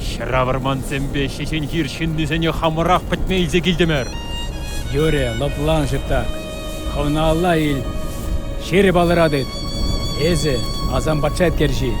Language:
Chuvash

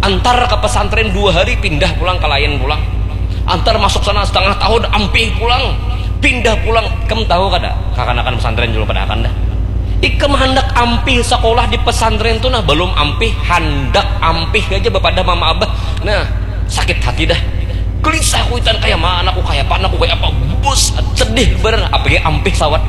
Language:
Banjar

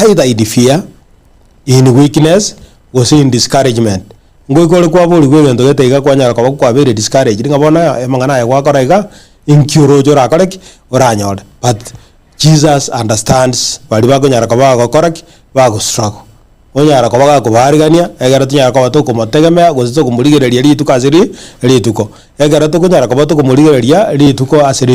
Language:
Gusii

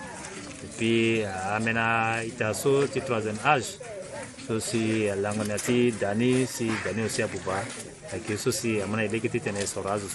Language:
Sango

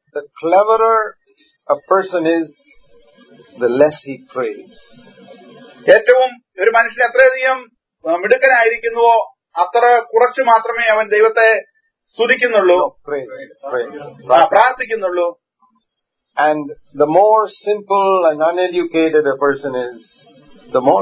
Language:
Malayalam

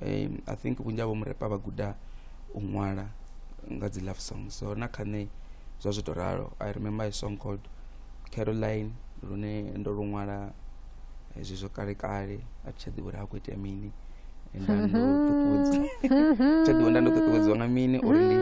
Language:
Venda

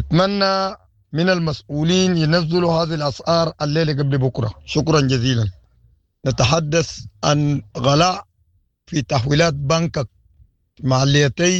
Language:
Sudanese Arabic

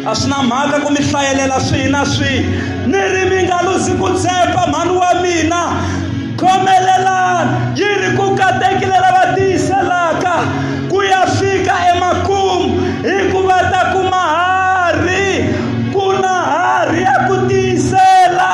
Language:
Tsonga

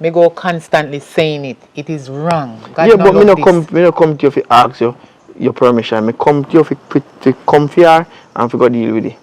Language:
Jamaican Creole English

